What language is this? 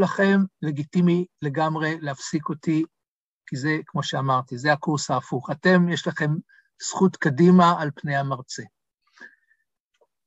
Hebrew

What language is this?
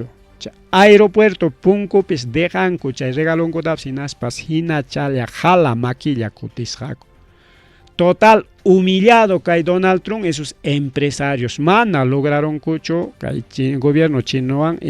Ayacucho Quechua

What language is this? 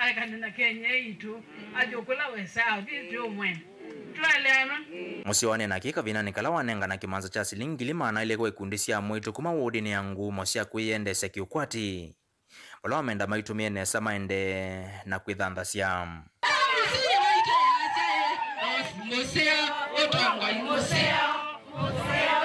Kamba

